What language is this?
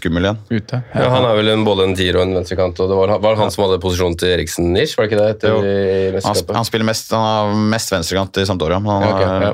Norwegian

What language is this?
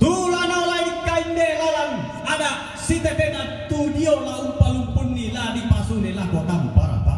Toraja-Sa'dan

